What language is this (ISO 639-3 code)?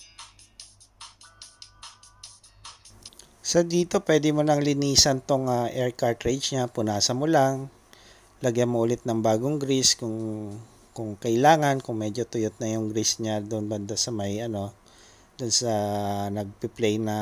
fil